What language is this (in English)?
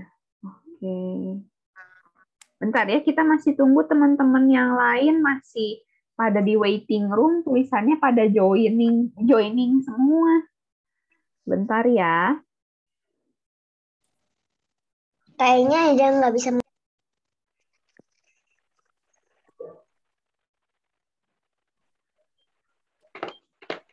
Indonesian